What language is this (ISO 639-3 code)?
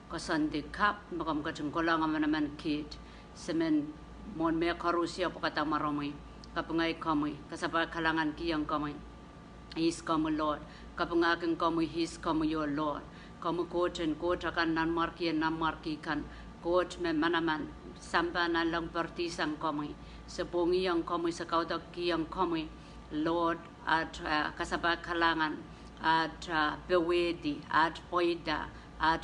pon